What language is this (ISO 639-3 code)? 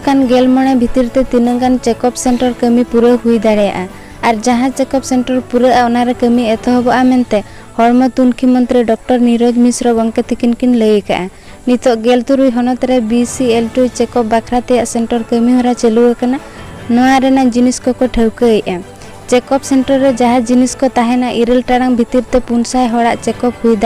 sat